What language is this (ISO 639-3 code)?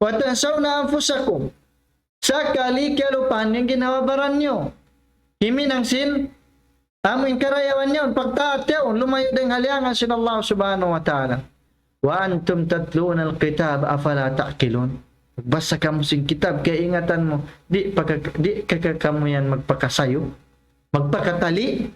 tsg